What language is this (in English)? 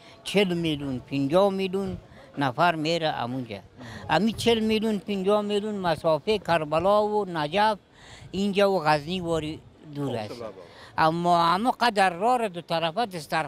Persian